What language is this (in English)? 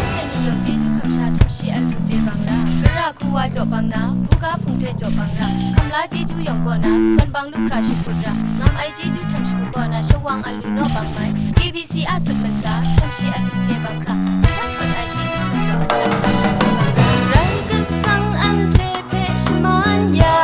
Kachin